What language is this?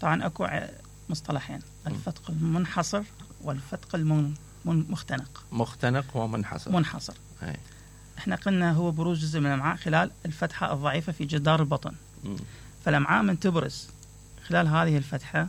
Mesopotamian Arabic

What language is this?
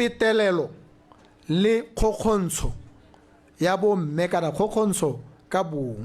Tswana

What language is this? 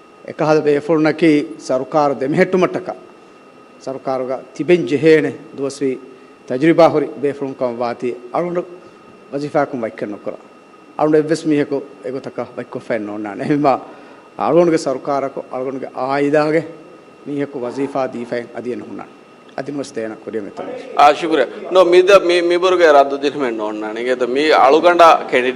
Divehi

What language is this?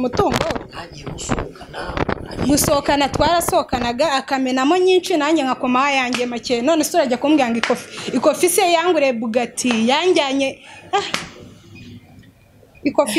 Kinyarwanda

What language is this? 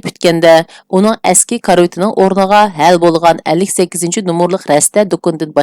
Uyghur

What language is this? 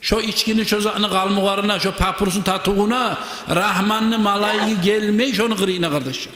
Kumyk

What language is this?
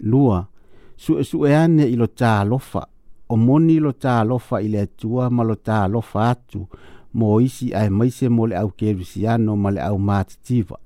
Samoan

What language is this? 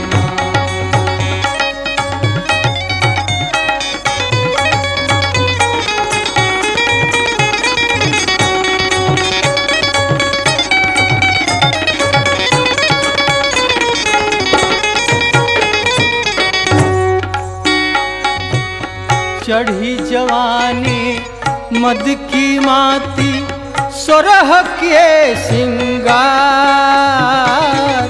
Bhojpuri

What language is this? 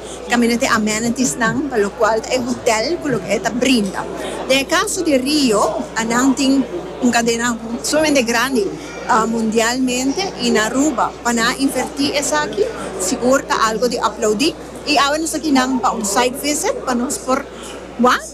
Papiamento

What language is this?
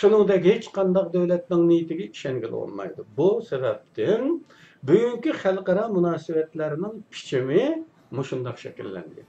Uyghur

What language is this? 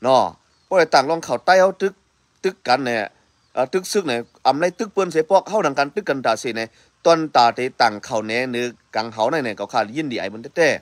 Shan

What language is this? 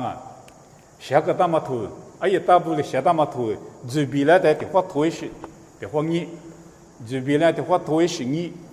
Lisu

